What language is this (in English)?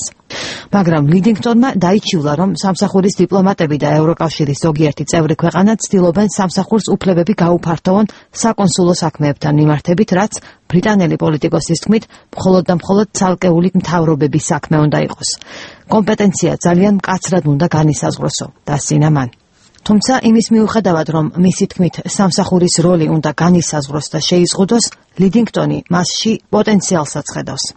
Georgian